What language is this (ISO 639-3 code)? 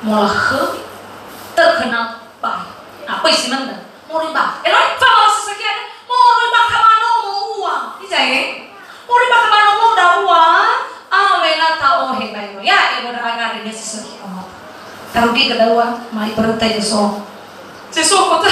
nia